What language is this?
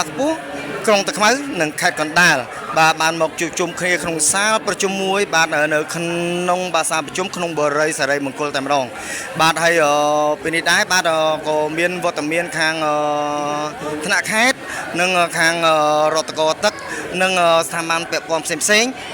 Khmer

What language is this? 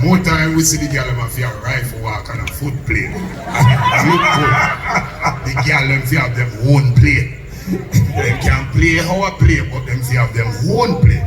Jamaican Creole English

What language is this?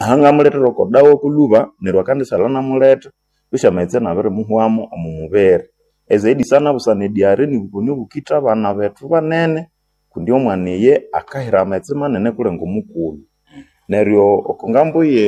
Nande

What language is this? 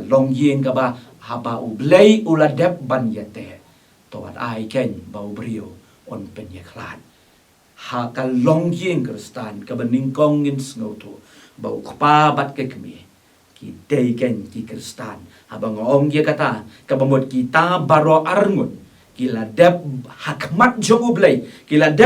Khasi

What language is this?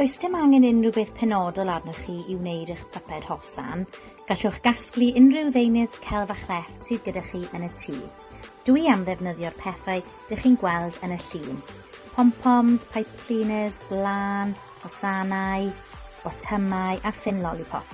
Welsh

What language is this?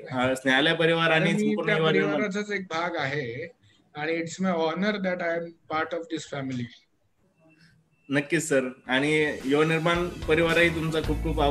Marathi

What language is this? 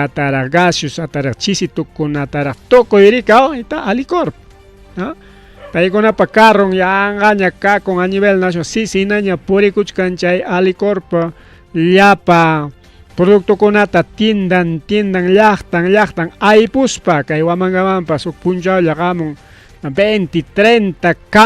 Ayacucho Quechua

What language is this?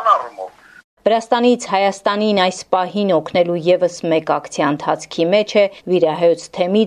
Armenian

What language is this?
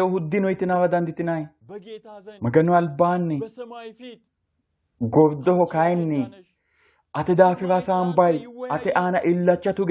Sidamo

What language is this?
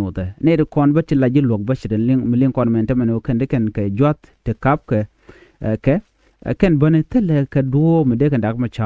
Nuer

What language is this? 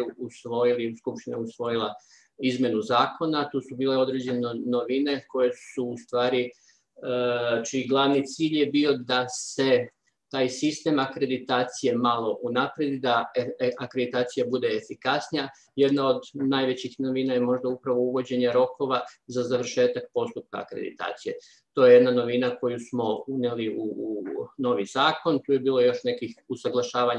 Serbian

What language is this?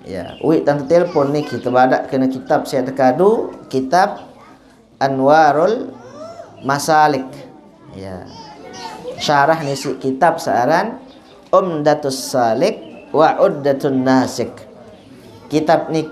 Sasak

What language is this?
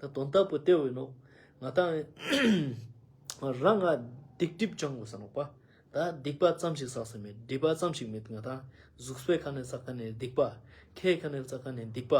Ladakhi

